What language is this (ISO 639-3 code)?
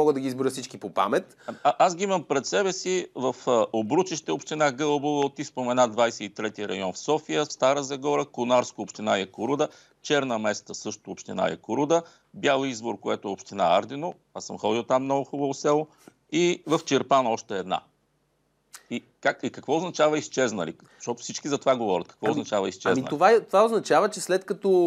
bul